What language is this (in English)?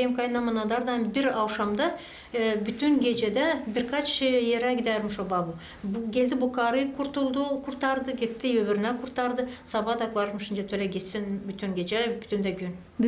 Gagauz